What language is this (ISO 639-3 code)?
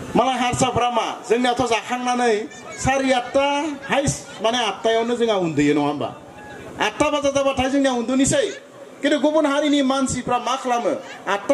brx